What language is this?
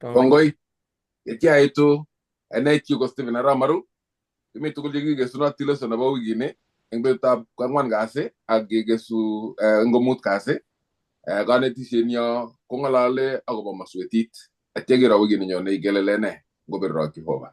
Kalenjin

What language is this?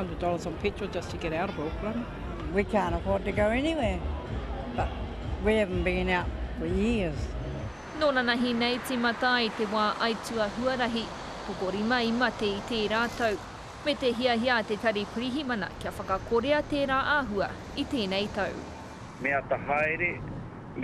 Māori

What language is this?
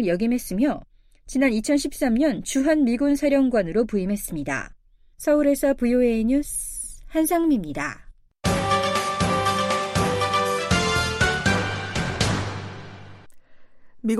Korean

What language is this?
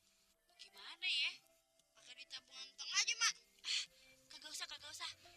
Betawi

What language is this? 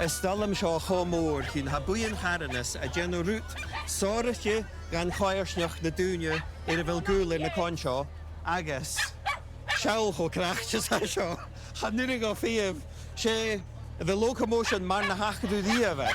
Scottish Gaelic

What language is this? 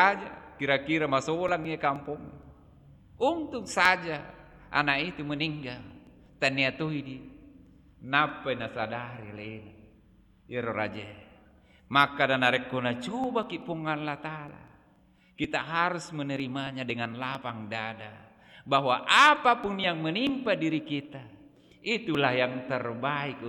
Buginese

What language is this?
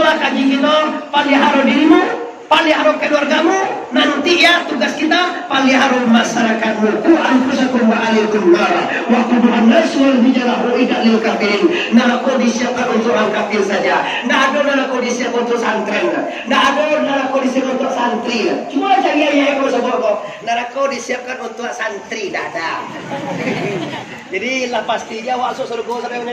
Minangkabau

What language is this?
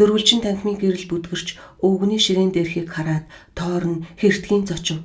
Mongolian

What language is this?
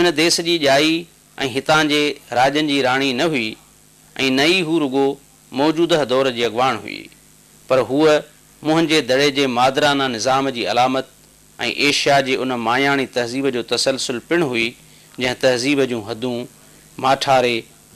Sindhi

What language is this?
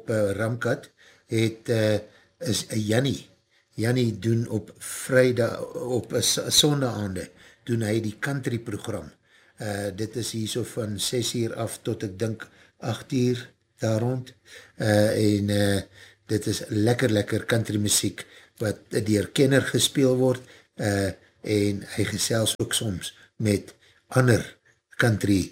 Afrikaans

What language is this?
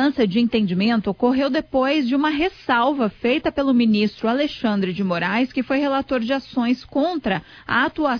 Portuguese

